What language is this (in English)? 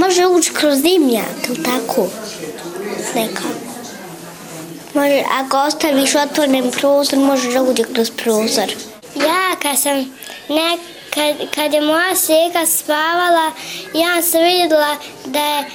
Bosnian